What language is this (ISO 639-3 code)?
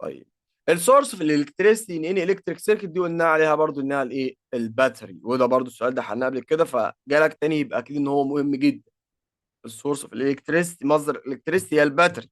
arz